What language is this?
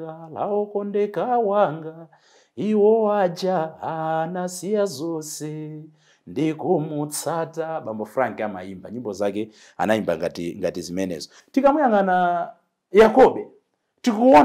Nyanja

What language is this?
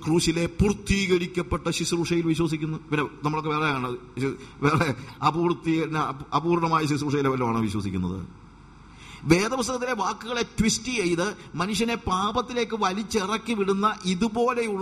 Malayalam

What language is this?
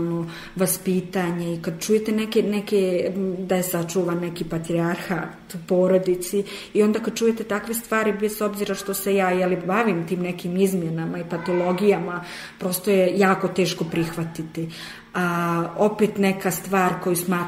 Serbian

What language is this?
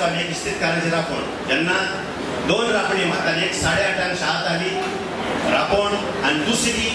Konkani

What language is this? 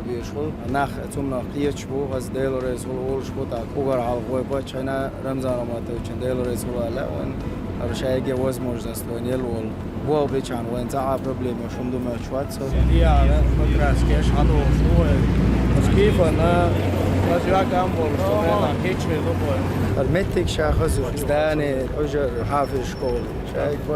Chechen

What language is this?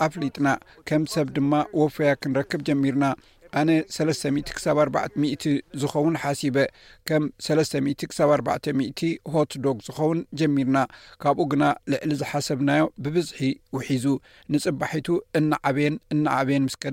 Tigrinya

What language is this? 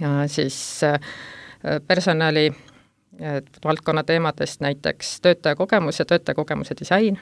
Estonian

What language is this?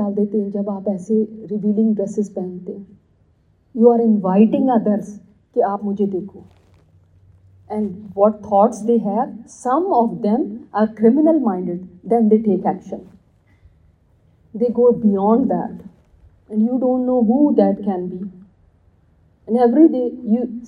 Urdu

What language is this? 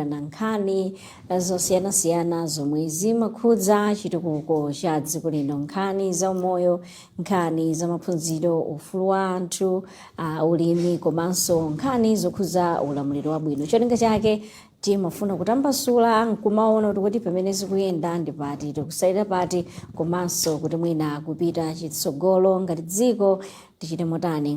Nyanja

